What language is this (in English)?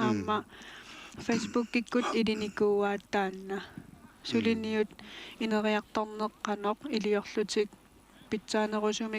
Kalaallisut